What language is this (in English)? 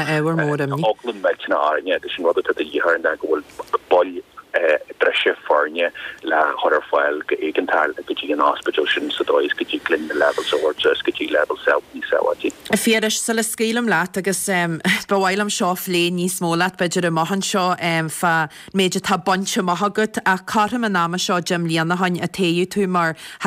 Irish